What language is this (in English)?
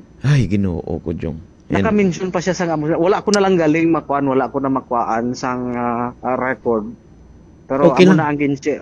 Hiligaynon